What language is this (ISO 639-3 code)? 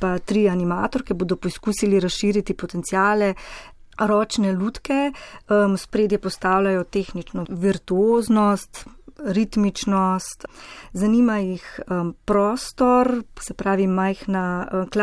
slv